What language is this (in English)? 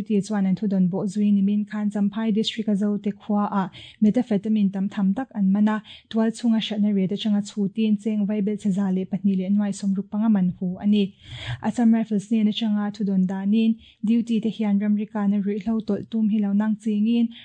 Mizo